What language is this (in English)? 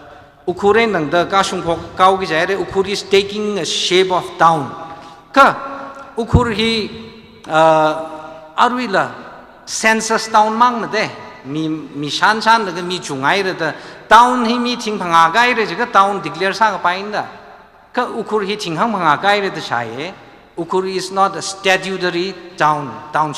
Tangkhul Naga (India)